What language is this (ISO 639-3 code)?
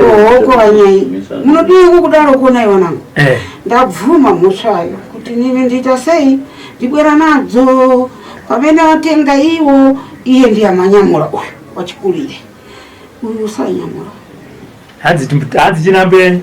sna